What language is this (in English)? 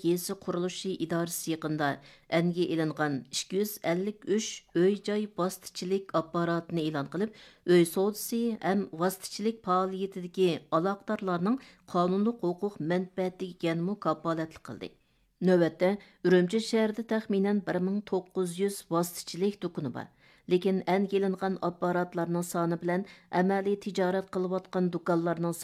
Uyghur